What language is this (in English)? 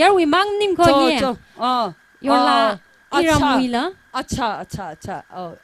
Tangkhul Naga (India)